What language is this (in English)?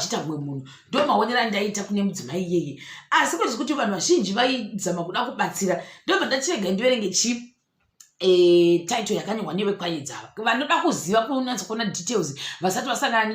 Shona